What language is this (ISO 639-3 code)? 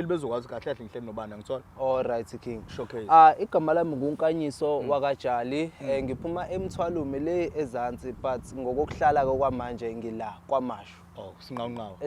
zul